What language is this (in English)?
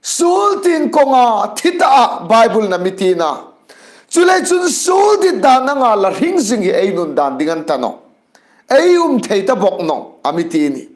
Hmar